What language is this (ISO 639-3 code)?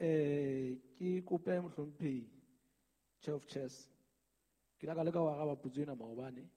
sot